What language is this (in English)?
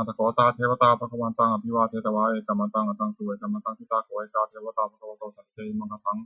Pali